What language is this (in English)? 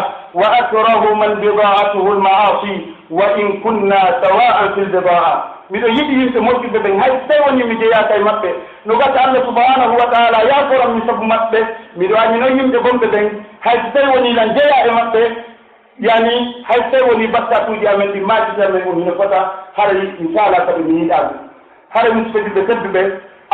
Pular